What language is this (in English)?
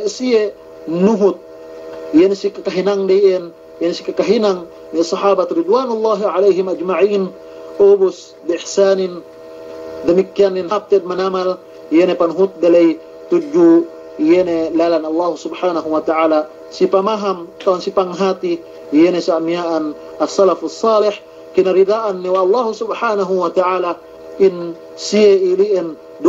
Yakan